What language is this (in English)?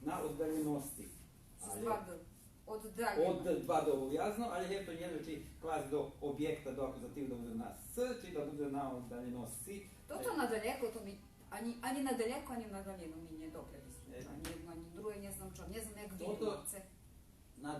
Rusyn